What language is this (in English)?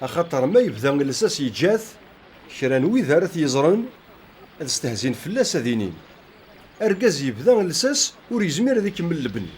Kabyle